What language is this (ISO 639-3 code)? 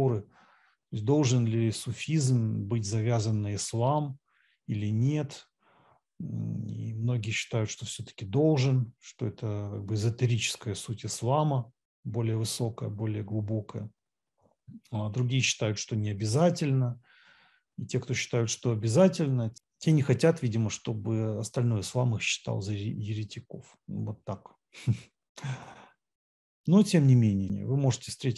rus